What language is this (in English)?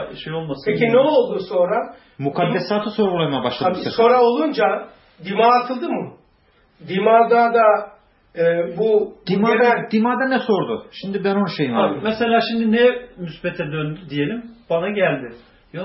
Turkish